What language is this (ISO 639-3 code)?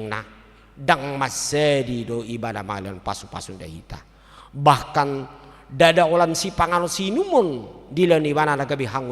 bbc